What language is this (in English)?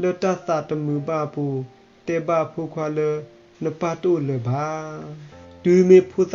S'gaw Karen